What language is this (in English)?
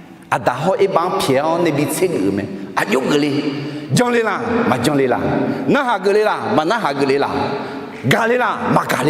Akha